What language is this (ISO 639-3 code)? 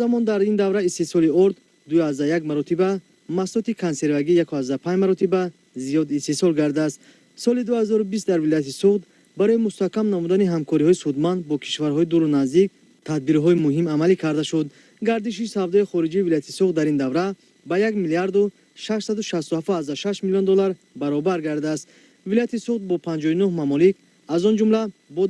tgk